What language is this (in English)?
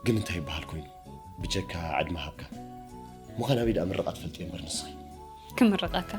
Tigrinya